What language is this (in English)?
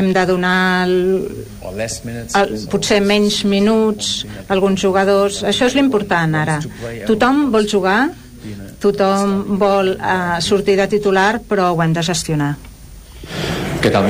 Catalan